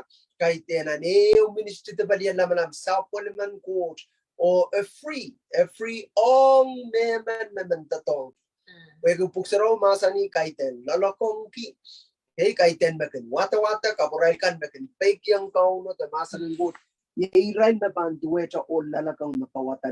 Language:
Pohnpeian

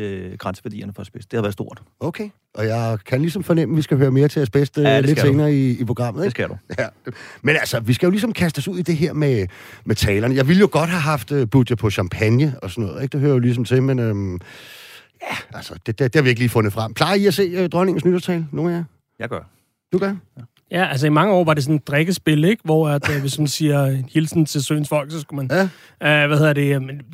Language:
Danish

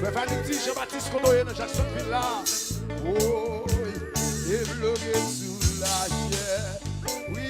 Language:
Haitian Creole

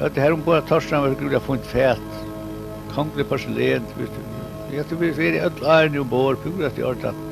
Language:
Faroese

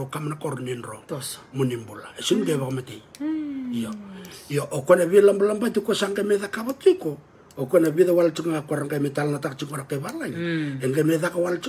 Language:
Fijian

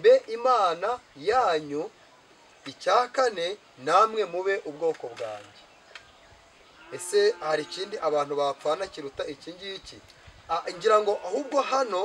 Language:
Kinyarwanda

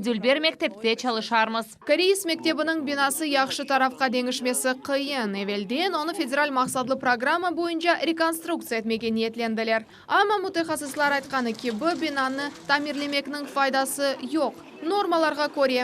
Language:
Crimean Tatar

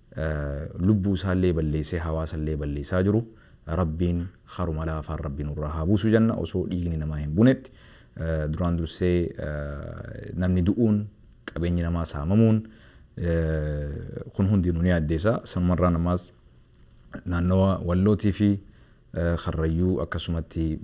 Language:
Oromo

